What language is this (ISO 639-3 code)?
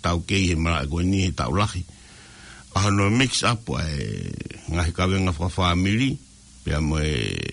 ton